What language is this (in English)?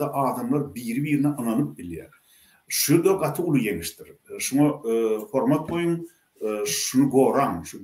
Turkmen